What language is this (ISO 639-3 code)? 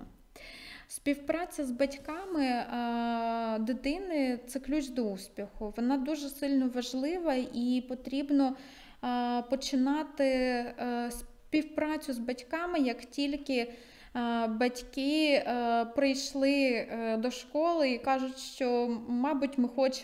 ukr